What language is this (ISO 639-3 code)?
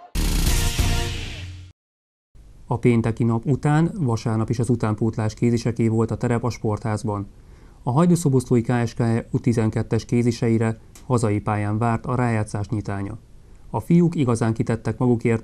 hun